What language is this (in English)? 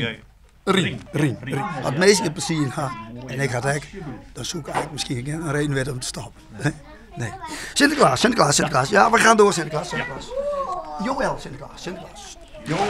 Western Frisian